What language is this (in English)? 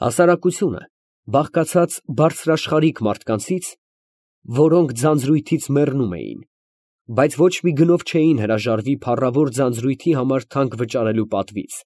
Armenian